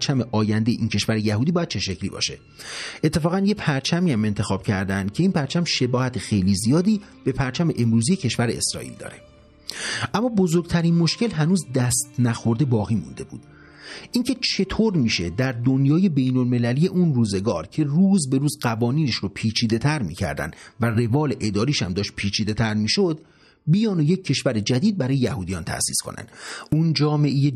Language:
Persian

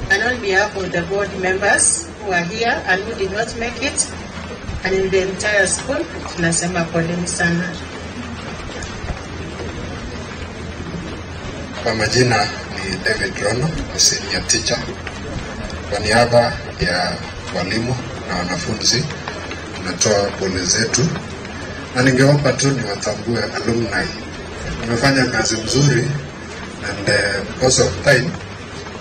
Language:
Swahili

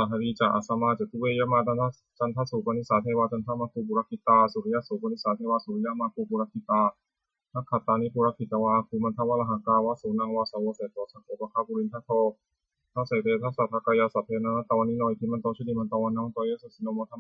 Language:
Pali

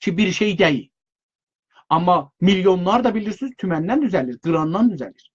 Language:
South Azerbaijani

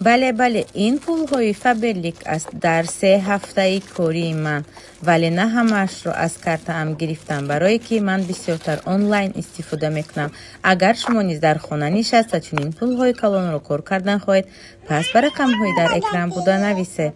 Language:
Tajik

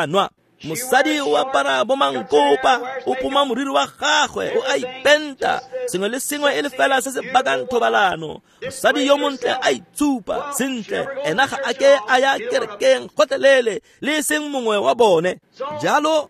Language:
Tswana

